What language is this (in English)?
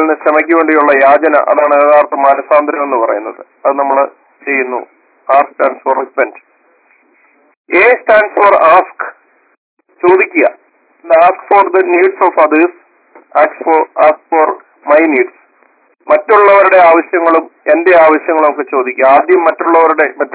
Malayalam